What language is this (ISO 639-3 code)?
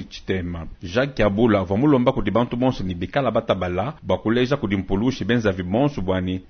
lua